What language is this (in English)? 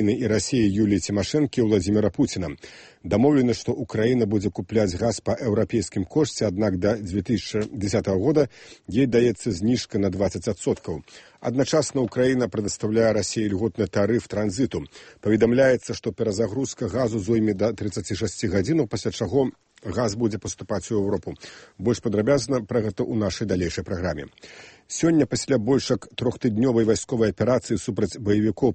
Belarusian